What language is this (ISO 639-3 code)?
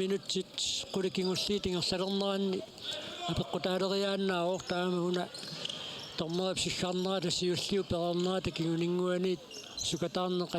kal